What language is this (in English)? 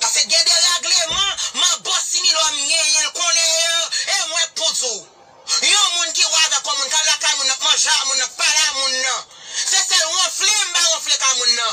Haitian Creole